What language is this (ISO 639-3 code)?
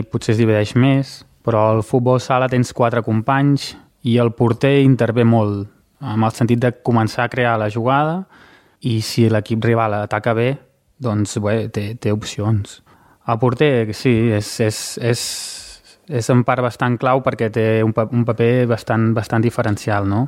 cat